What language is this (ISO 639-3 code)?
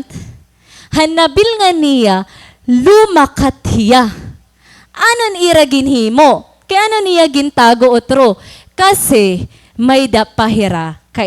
war